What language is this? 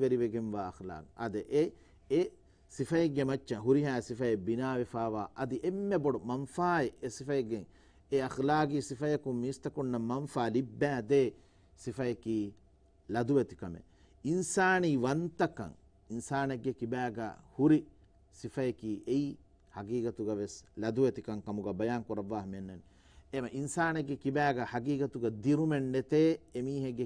Divehi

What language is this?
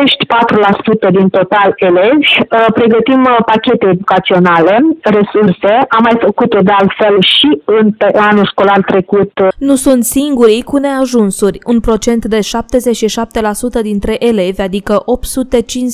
Romanian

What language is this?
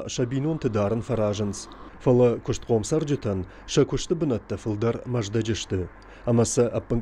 Ossetic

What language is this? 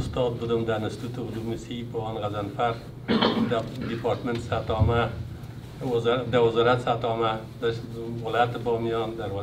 Persian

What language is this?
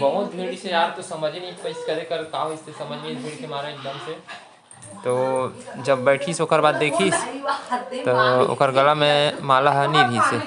Chhattisgarhi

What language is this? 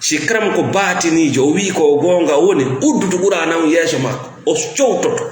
Fula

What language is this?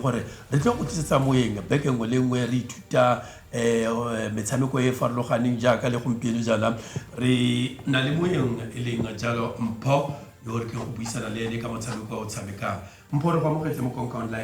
Tswana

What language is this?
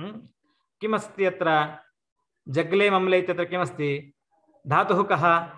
Sanskrit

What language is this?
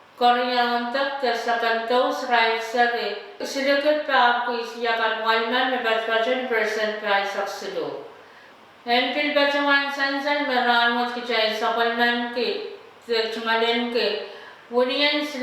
Pohnpeian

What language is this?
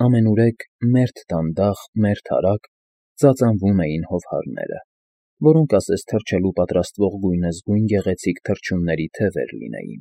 Armenian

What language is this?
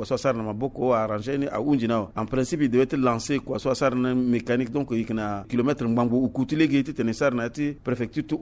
Sango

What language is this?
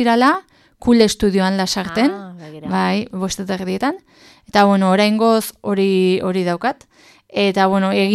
Basque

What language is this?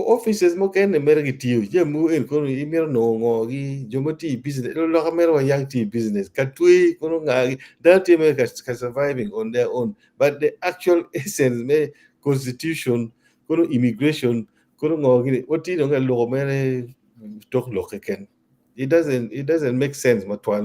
Acoli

